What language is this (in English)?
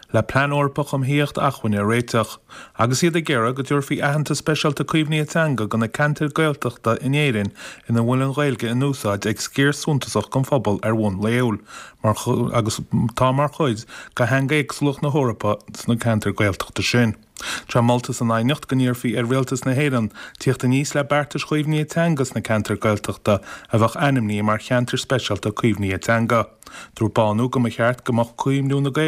Irish